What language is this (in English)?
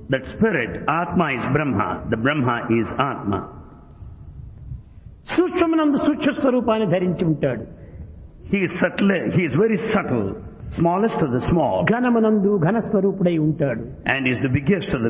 Telugu